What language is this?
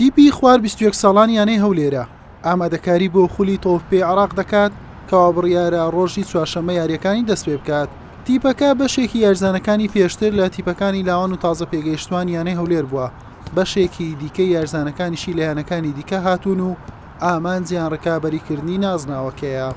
Central Kurdish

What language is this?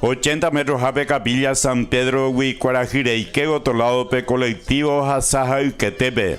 Guarani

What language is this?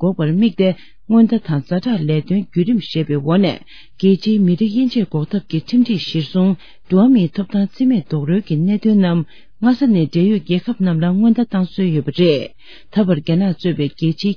Tibetan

